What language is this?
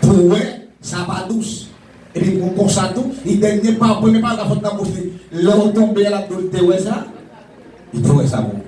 Haitian Creole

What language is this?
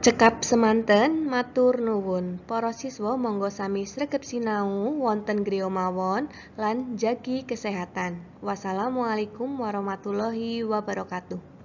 Javanese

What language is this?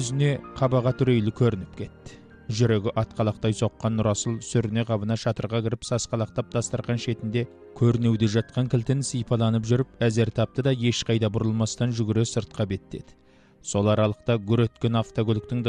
Kazakh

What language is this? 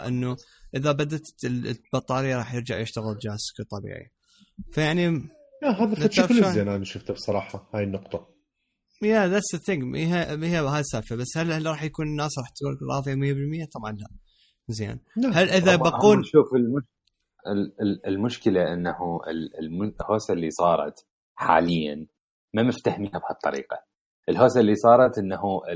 Mesopotamian Arabic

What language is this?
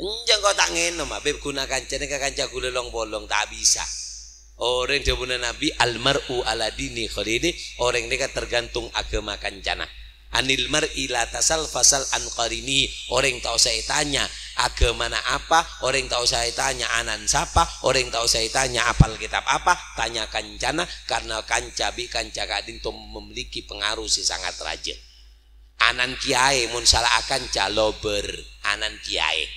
Madurese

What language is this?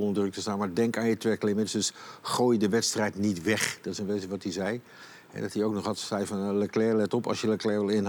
Dutch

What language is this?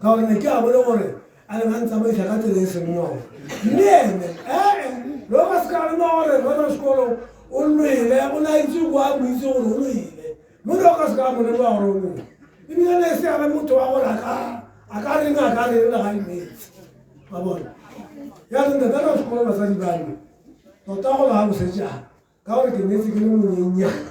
Tswana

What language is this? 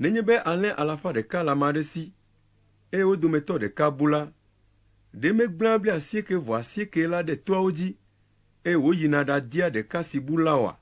Ewe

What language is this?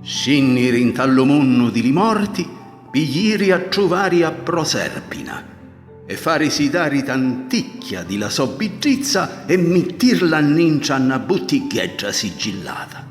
Sicilian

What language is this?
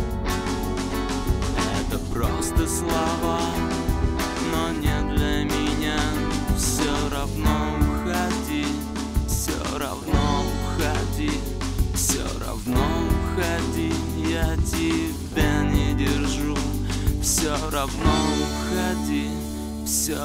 Russian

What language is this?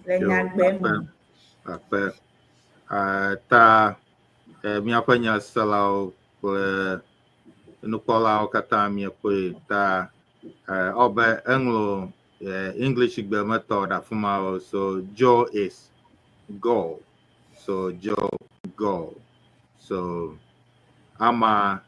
Ewe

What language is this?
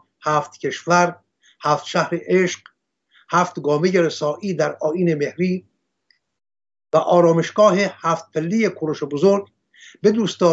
Persian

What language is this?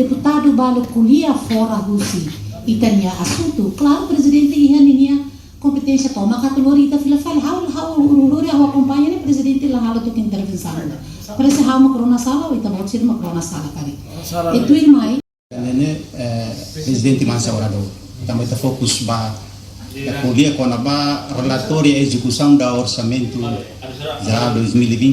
Tetum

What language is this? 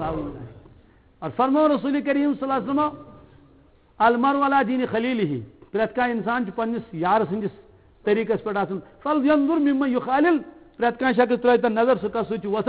Kashmiri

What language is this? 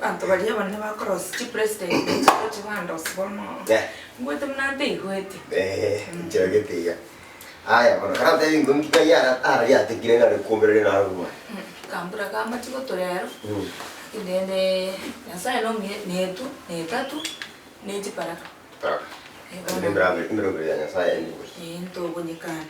Gusii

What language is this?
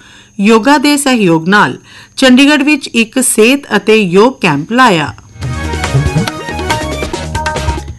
Punjabi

